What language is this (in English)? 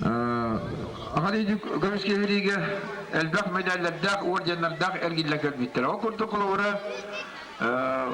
Yakut